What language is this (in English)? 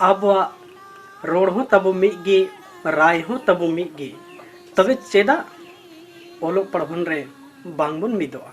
Santali